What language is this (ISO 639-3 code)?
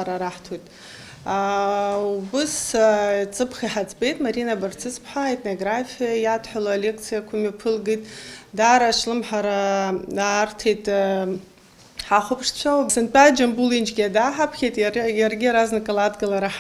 abk